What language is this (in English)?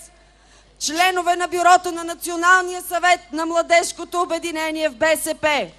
Bulgarian